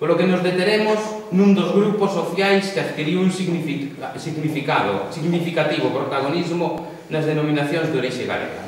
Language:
Galician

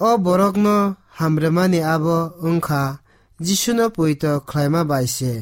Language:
Kok Borok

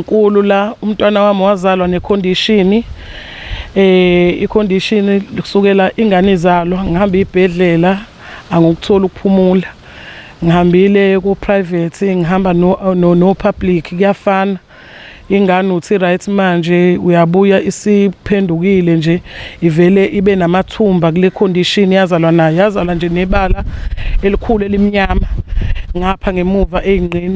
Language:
Zulu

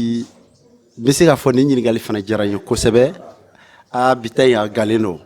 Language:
Bambara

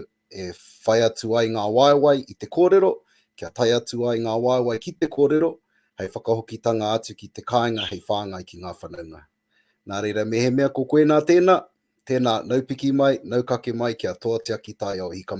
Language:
Māori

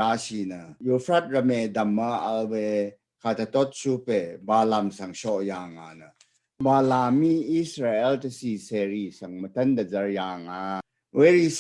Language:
Rawang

